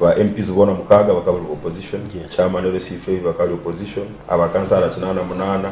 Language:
Nyankole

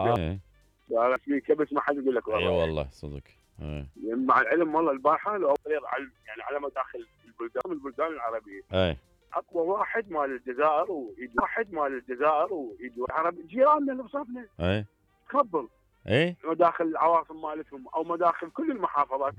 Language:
Mesopotamian Arabic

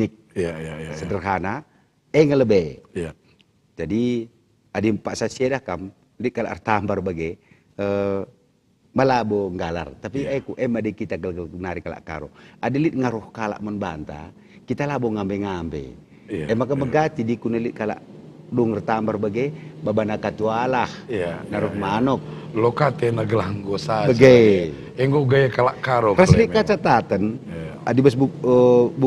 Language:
Batak Karo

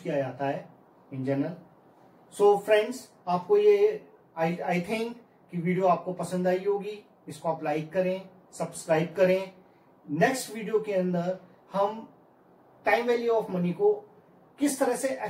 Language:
Hindi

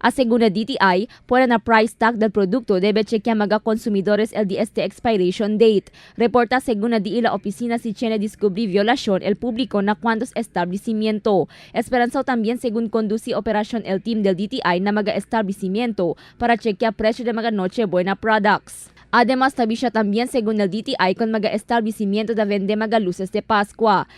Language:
Chavacano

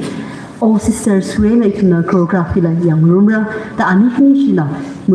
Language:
Tangkhul Naga (India)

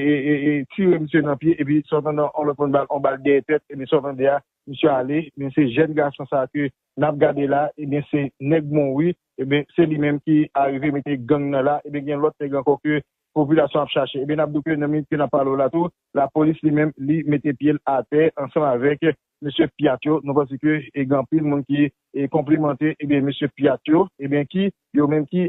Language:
Haitian Creole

